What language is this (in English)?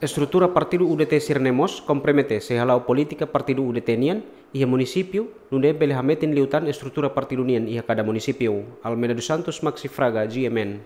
Tetum